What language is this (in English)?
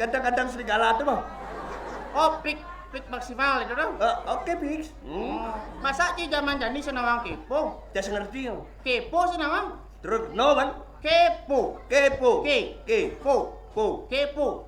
Balinese